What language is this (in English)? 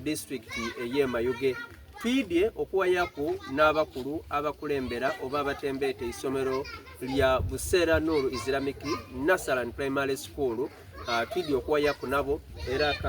Soga